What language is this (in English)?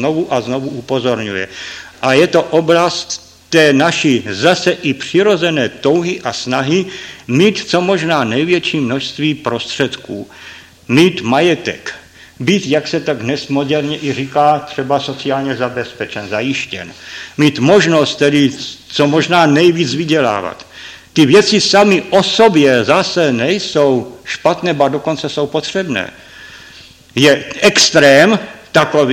Czech